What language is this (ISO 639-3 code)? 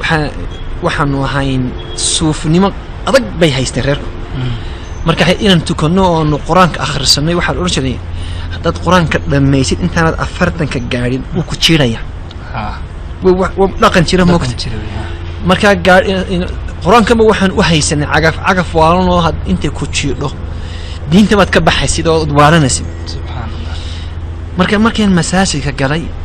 som